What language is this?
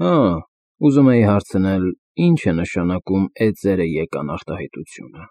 Armenian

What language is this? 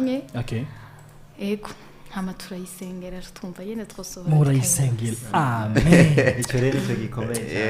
Rundi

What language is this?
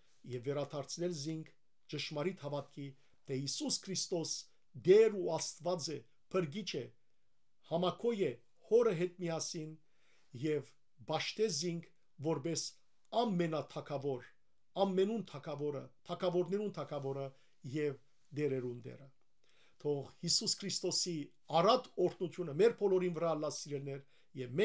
Western Armenian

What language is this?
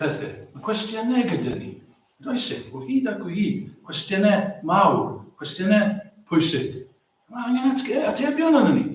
Welsh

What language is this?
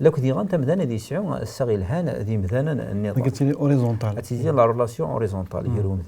Kabyle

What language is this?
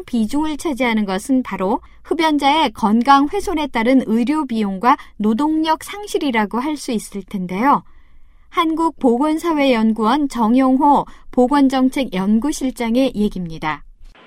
Korean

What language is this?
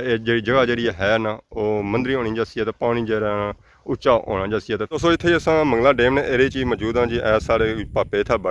Pahari-Potwari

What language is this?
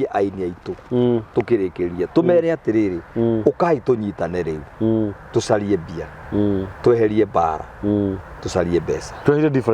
Kikuyu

